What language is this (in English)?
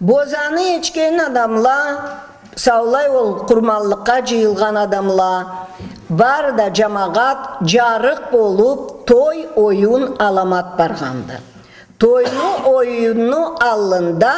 Karachay-Balkar